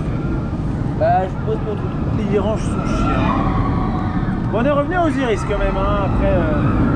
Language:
French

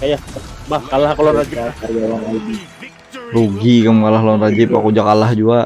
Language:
Banjar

